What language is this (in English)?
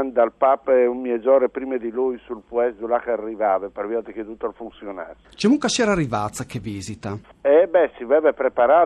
Friulian